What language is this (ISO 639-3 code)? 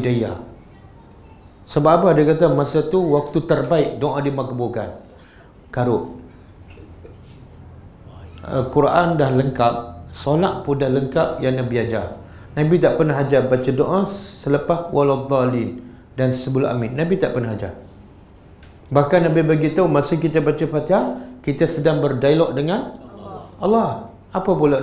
msa